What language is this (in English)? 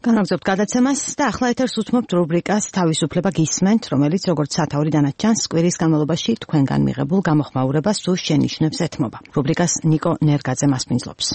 Georgian